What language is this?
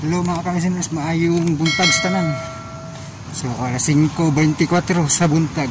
Cebuano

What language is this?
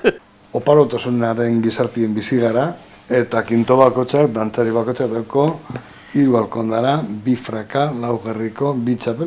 Basque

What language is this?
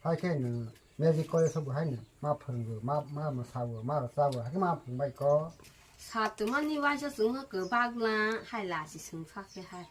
Kok Borok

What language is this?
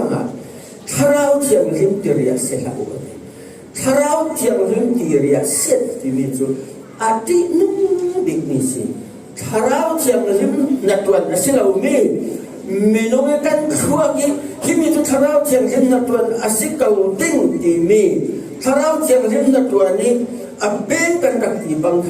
Falam Chin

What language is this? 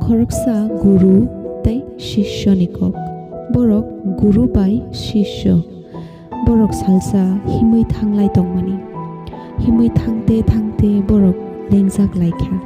Kok Borok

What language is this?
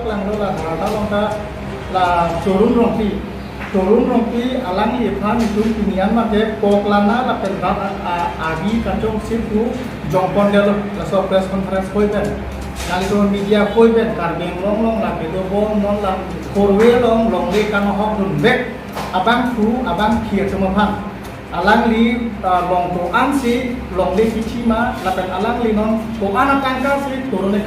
Karbi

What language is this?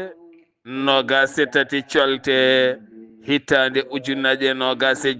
Fula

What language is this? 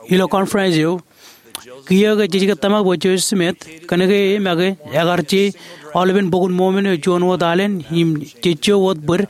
Marshallese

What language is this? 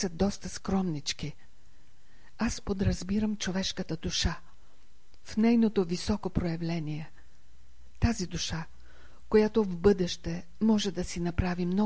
Bulgarian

